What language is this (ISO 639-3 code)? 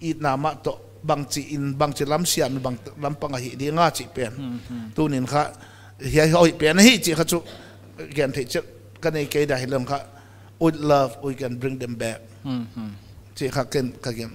pck